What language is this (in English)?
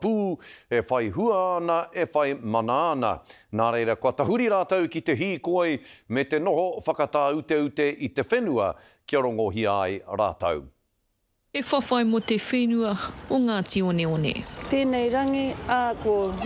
Māori